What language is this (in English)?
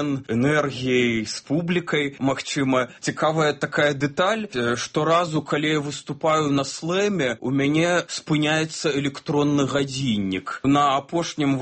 Belarusian